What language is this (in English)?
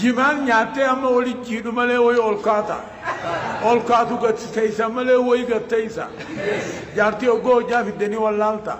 Oromo